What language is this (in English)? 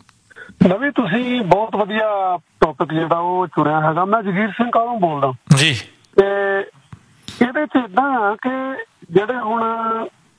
Punjabi